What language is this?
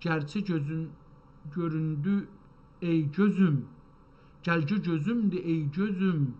South Azerbaijani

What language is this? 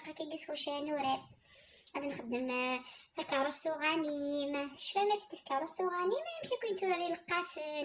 Kabyle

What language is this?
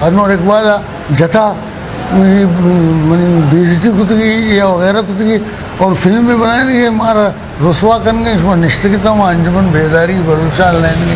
Eastern Balochi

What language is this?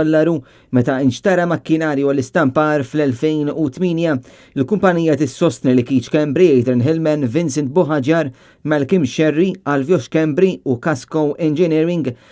Maltese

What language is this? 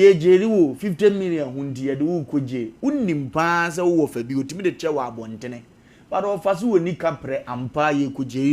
Akan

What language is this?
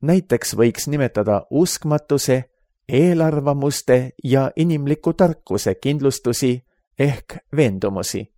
Estonian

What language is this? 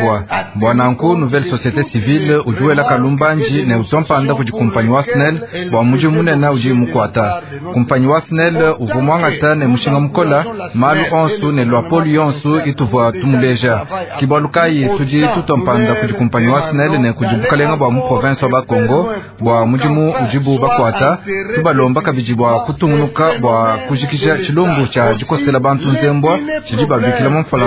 Luba-Lulua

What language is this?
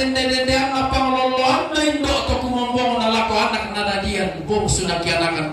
Toraja-Sa'dan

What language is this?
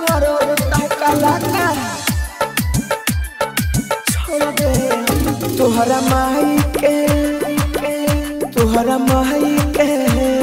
Bhojpuri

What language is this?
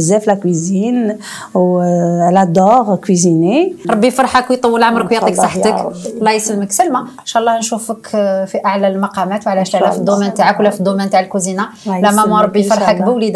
Algerian Arabic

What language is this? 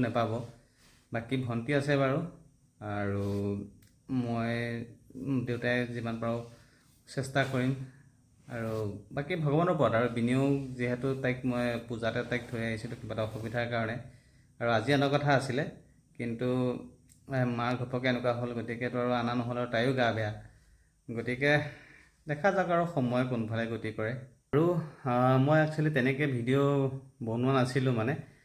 Assamese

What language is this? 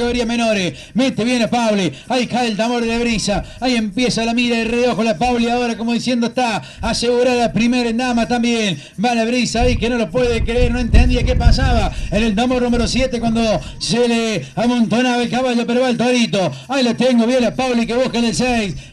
Spanish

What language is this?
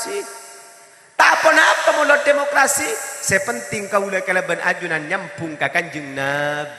Madurese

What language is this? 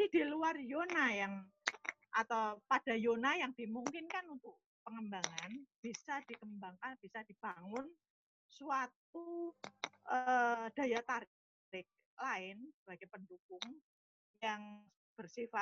Indonesian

